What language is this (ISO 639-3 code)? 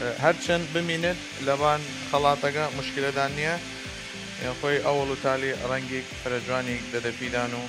sdh